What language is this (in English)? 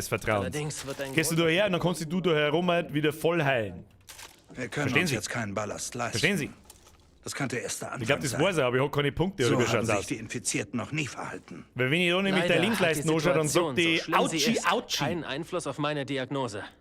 Bavarian